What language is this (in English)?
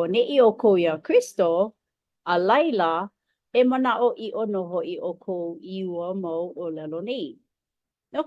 Hawaiian